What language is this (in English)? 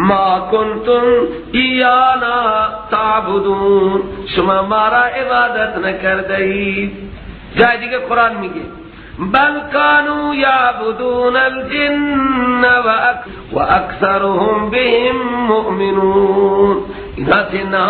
Persian